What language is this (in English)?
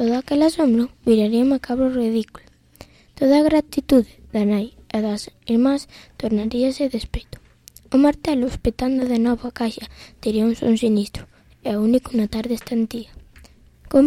Galician